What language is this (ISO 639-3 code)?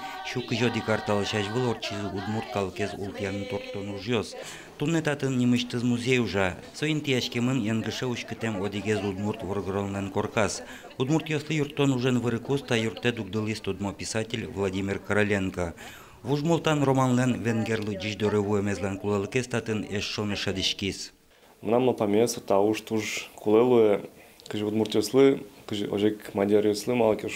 udm